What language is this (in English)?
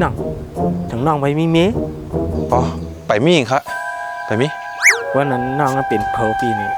Shan